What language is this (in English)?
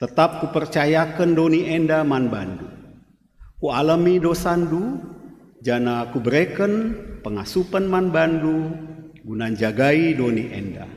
Batak Karo